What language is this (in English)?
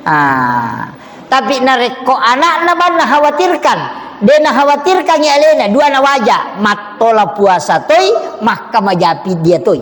Buginese